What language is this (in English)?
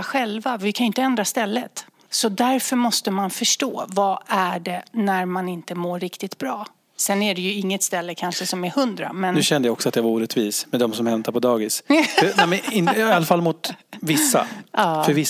Swedish